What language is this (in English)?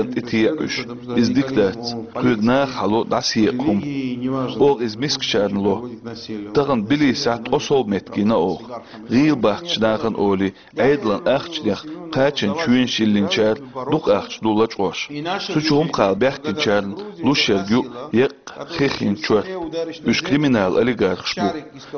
Chechen